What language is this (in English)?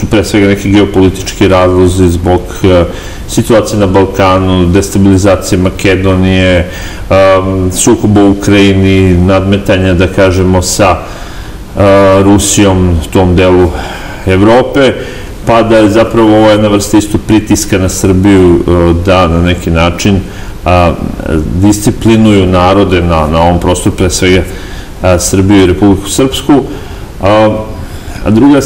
Serbian